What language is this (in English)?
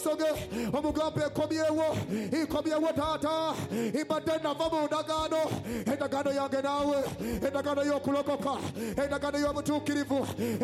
Ganda